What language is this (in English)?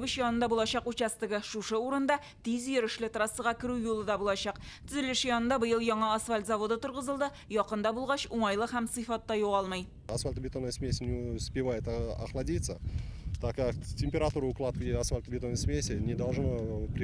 Tatar